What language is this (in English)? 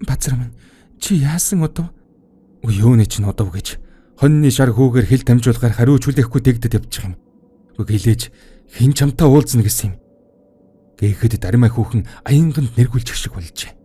Mongolian